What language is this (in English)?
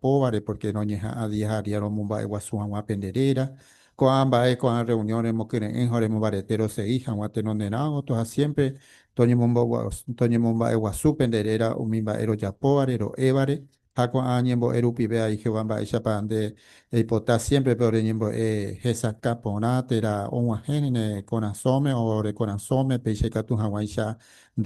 Guarani